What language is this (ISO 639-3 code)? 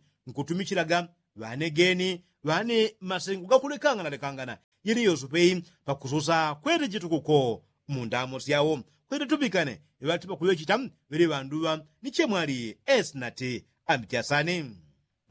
yao